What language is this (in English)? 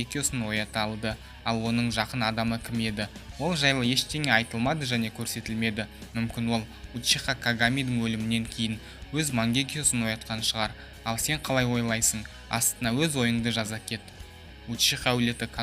Kazakh